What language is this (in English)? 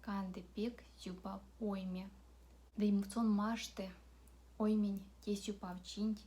Erzya